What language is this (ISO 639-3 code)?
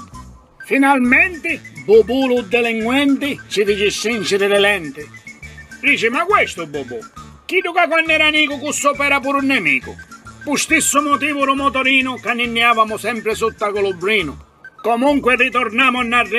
scn